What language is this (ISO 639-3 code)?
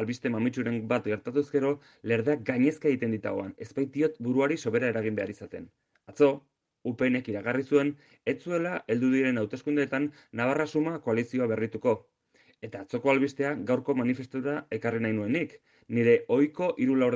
eus